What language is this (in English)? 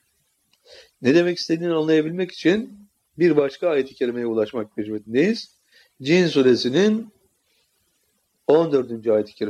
Turkish